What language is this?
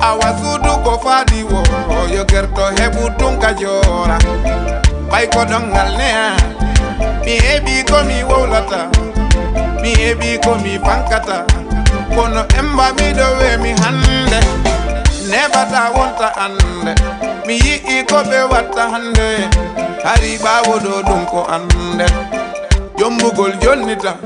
Fula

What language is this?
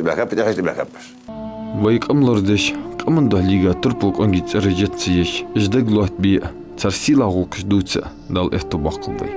Ingush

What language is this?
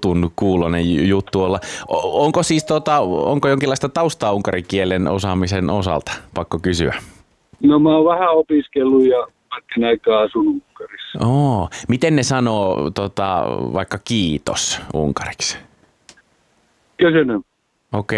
Finnish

